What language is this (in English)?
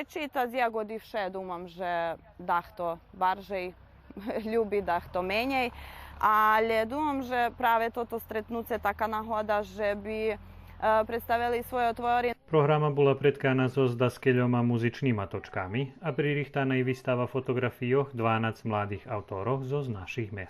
Rusyn